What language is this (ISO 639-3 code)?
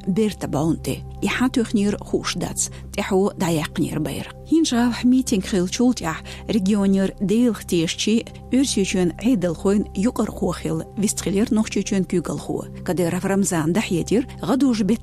che